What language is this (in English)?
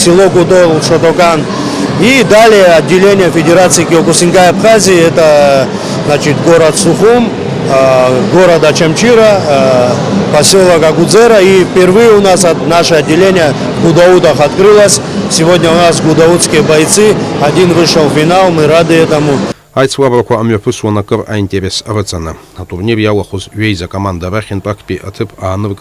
Abkhazian